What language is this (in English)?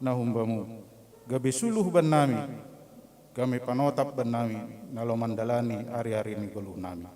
Batak Simalungun